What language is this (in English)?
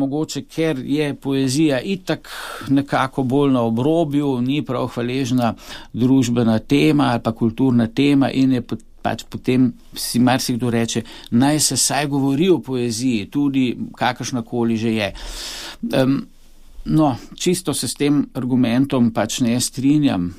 Slovenian